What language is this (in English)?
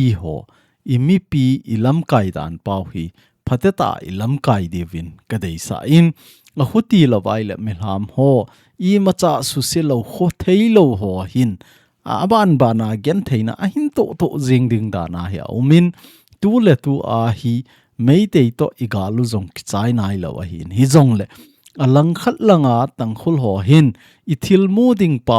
Thado Chin